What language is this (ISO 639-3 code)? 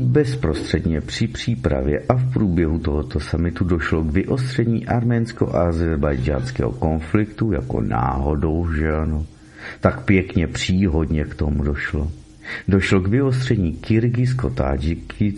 ces